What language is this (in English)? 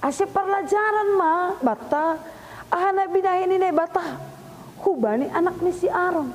Batak Simalungun